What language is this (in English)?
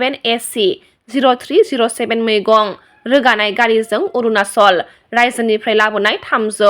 Bodo